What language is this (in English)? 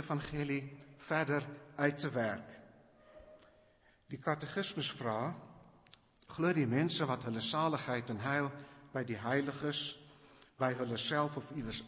Afrikaans